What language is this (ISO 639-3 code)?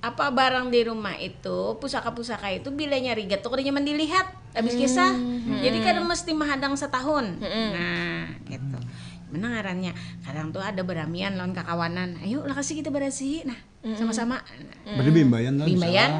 bjn